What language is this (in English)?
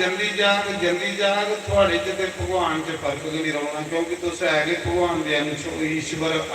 Dogri